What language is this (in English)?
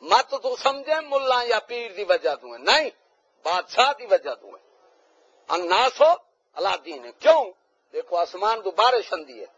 Saraiki